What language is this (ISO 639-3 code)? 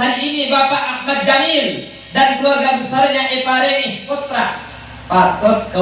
mad